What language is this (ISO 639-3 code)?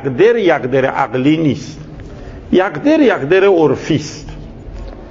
fas